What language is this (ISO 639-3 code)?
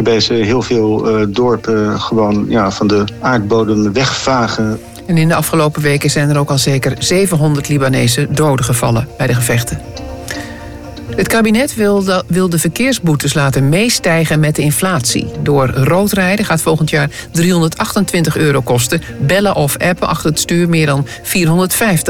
nld